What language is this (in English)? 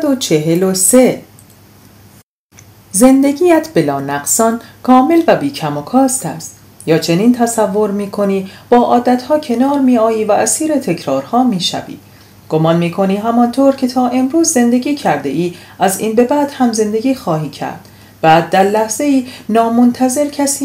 Persian